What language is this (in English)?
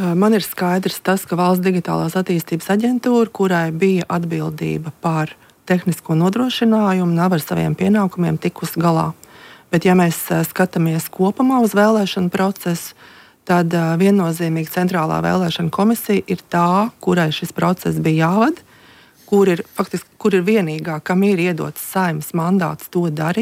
Latvian